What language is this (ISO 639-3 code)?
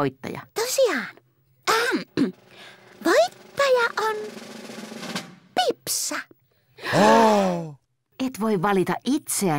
fin